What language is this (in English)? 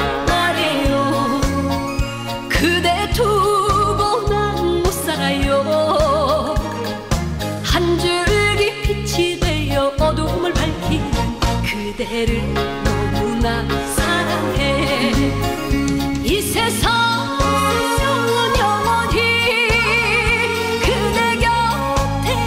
Korean